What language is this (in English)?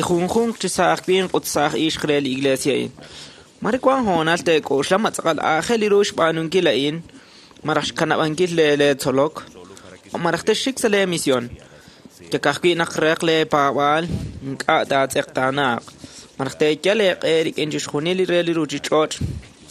Kekchí